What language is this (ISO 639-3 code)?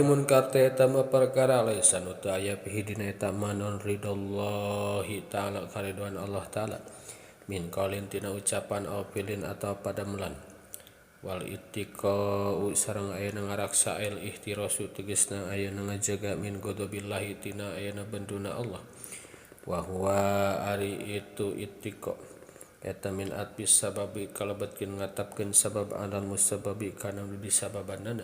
sun